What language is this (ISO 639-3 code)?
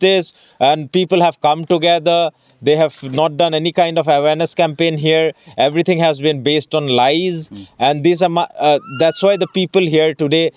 mjw